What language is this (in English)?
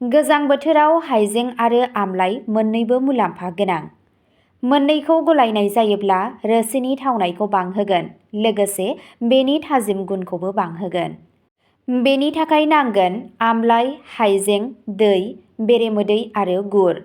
Bodo